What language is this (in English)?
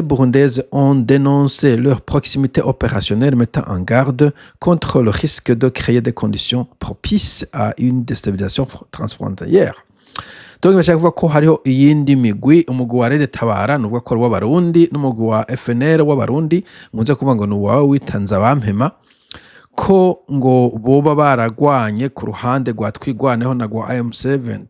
Rundi